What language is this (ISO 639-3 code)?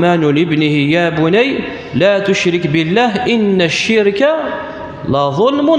kab